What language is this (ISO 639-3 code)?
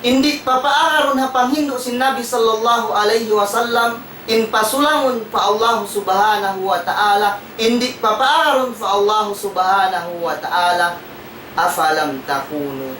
tsg